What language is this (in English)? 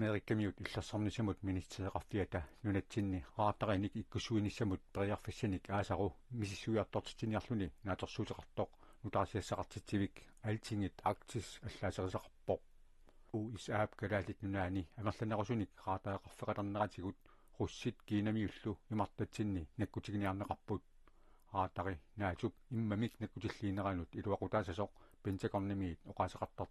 Kalaallisut